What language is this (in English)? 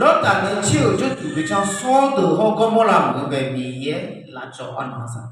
Akha